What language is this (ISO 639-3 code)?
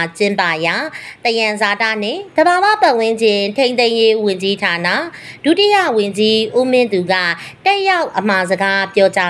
mya